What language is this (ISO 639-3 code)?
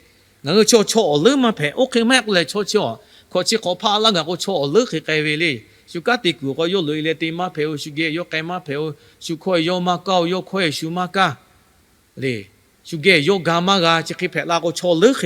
lhu